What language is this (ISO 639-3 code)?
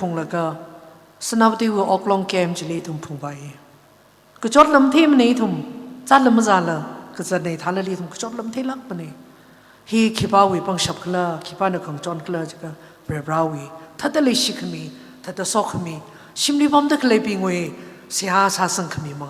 nmf